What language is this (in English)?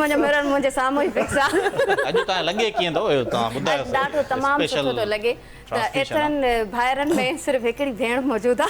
Sindhi